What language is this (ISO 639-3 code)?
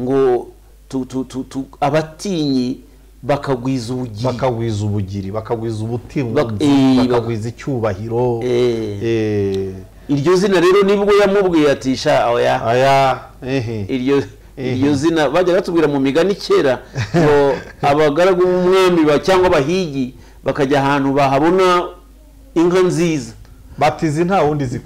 kin